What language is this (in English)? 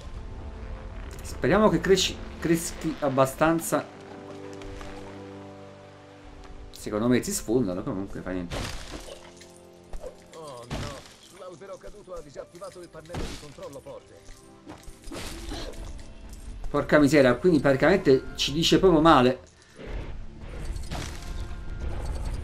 Italian